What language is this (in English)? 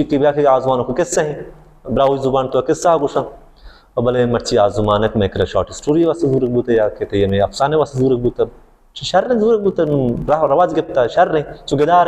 Baluchi